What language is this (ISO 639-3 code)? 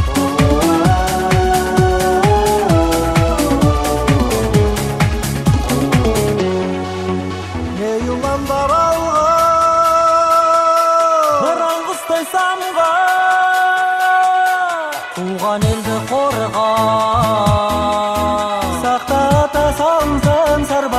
kaz